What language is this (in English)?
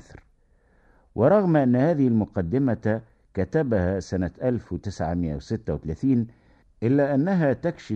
Arabic